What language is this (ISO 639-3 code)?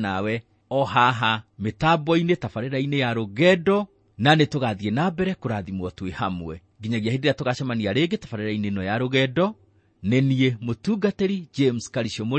kik